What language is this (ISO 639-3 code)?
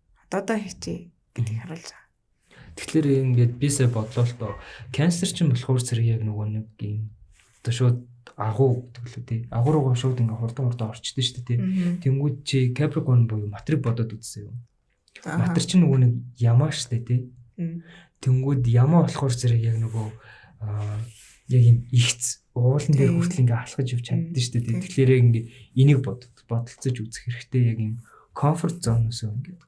mon